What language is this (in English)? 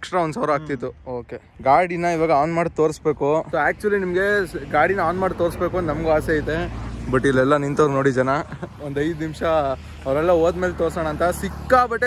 Kannada